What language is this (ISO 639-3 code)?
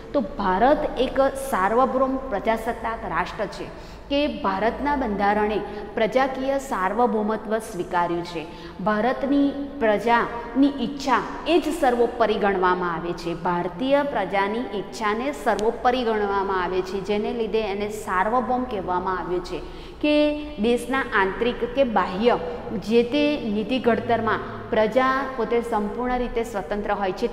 guj